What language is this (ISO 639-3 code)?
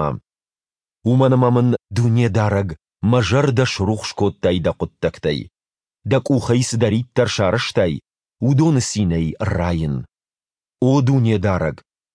oss